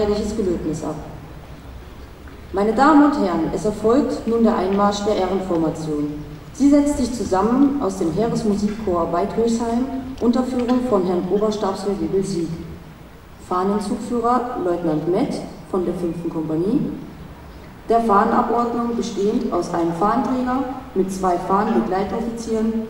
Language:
German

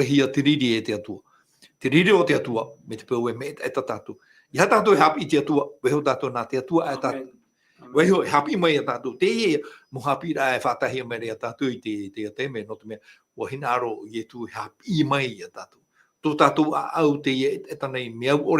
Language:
Tahitian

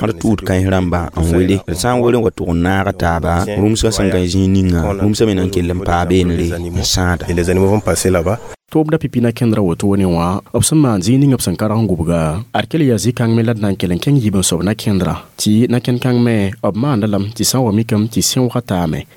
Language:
Mossi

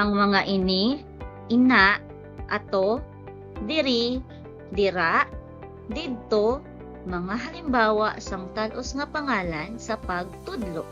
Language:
Hiligaynon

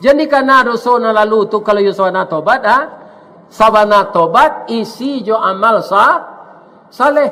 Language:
Minangkabau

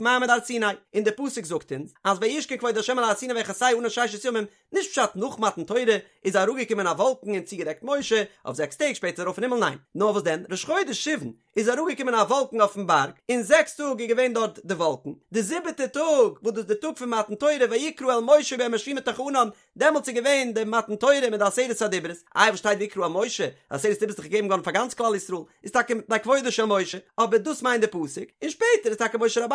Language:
Yiddish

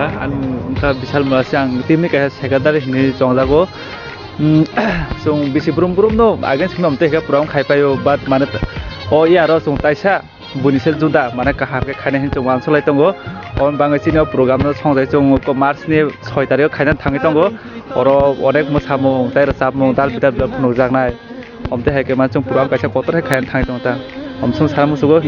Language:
Kok Borok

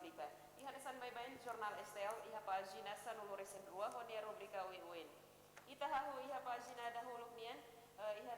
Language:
Tetum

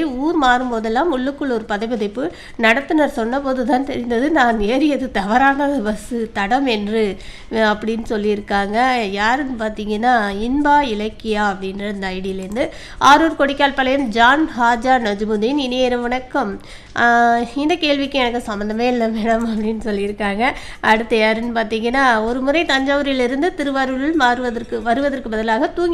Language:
Tamil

